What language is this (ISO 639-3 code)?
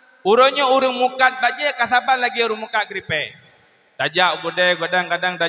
ace